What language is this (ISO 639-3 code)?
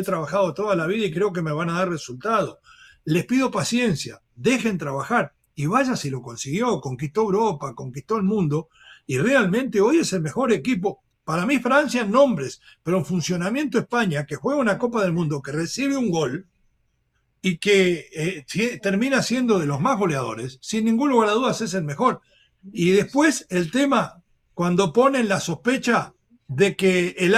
spa